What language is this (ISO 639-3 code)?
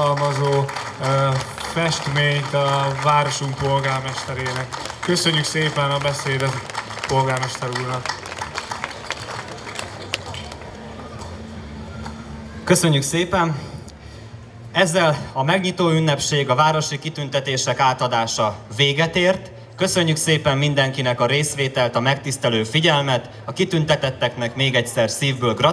hun